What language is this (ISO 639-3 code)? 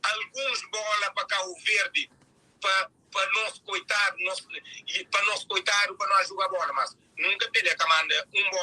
kea